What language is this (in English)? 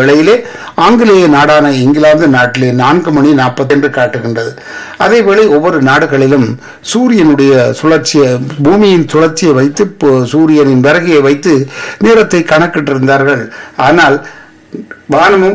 Tamil